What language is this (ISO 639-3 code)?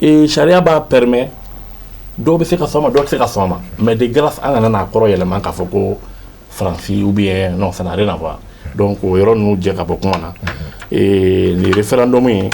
bam